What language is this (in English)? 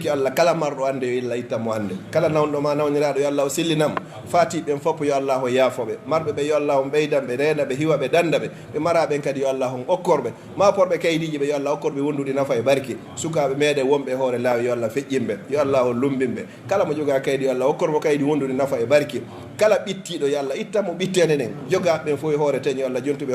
Fula